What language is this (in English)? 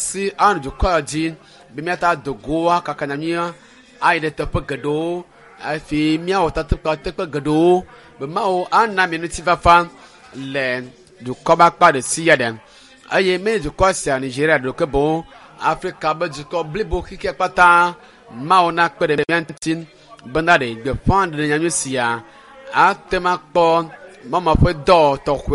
Ewe